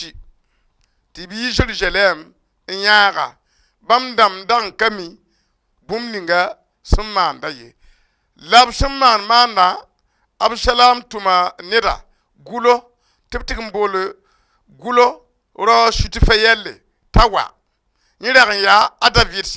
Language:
Mossi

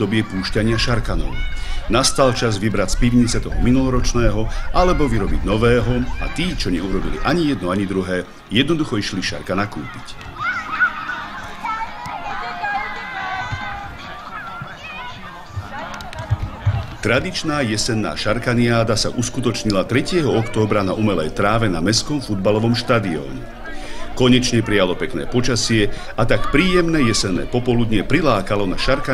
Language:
Slovak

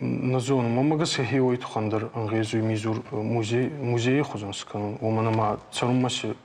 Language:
Ossetic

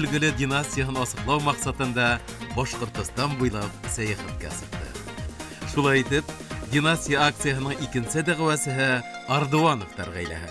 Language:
Bashkir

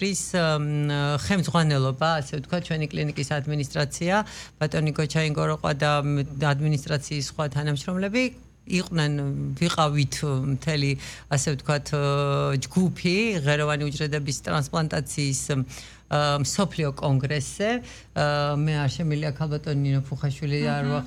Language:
Georgian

